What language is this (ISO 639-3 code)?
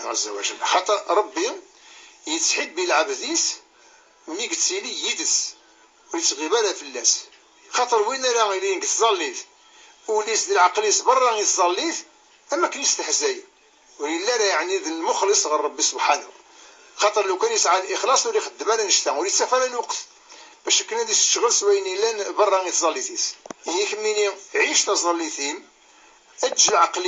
kab